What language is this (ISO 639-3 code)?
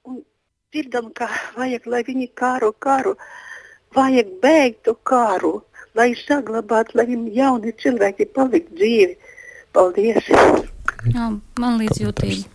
lav